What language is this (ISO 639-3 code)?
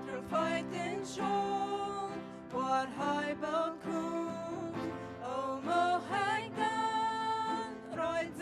pdt